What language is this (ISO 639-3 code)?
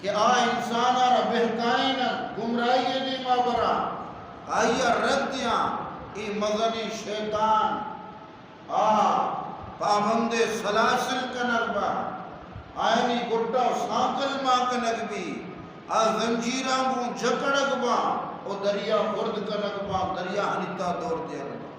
bgp